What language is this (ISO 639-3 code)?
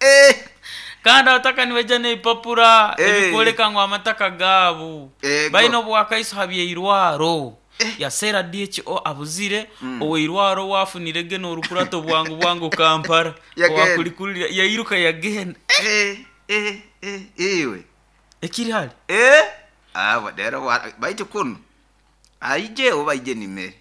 nyo